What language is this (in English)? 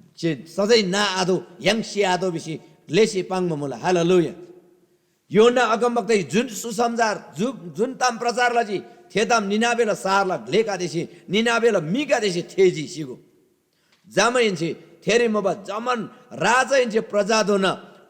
Eastern Tamang